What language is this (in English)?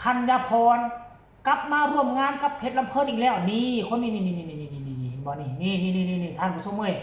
Northeastern Thai